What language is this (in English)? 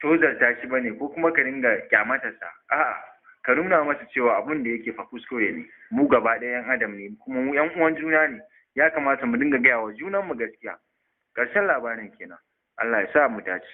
Hausa